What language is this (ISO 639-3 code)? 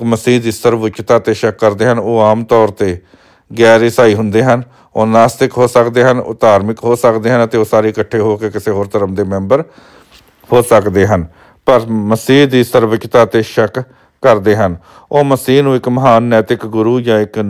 pan